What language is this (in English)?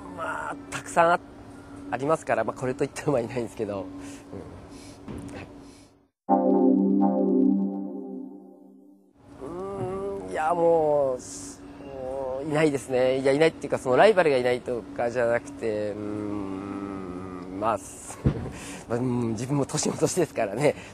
Japanese